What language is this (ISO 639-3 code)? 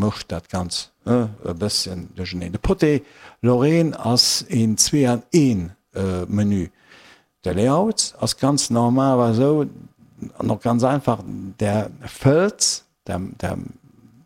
ltz